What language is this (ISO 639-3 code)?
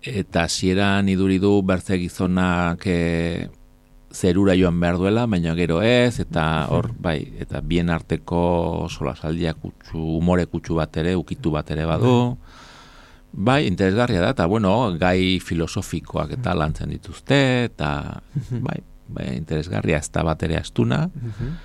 eus